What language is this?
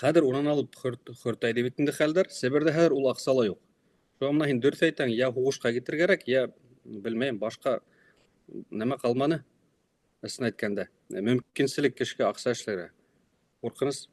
Bashkir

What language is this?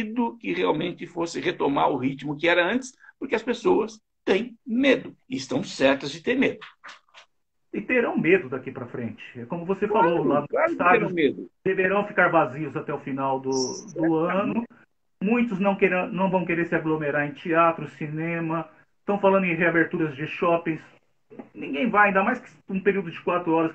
Portuguese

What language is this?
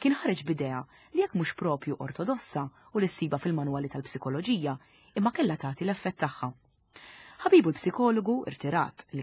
Maltese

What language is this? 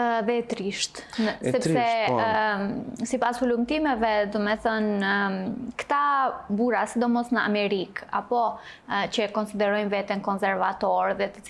Albanian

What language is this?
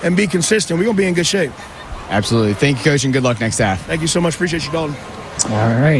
English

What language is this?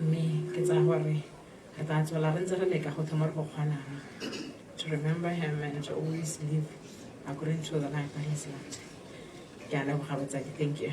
Tswana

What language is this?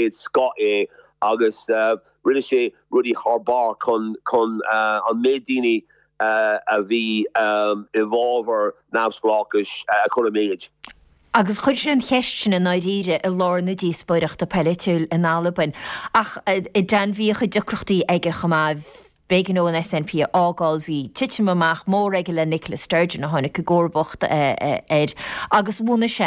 Irish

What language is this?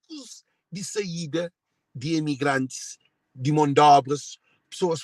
Kabuverdianu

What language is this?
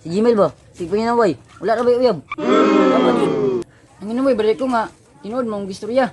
Cebuano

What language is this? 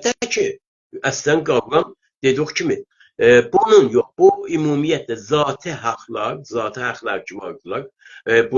South Azerbaijani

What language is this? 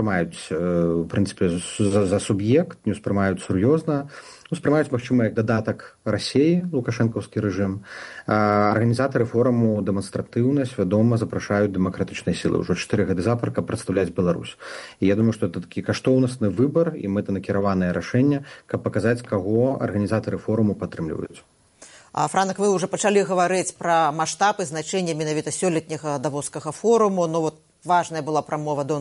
Belarusian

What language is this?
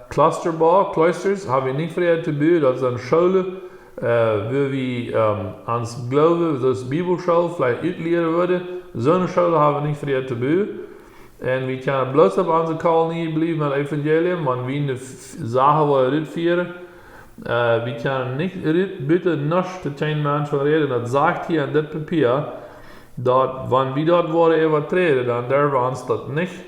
Plautdietsch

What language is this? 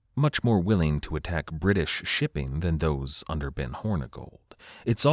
English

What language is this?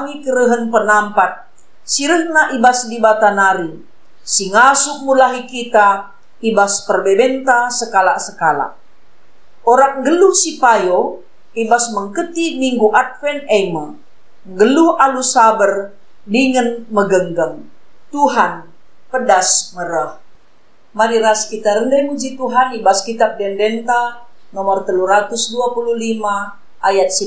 Batak Karo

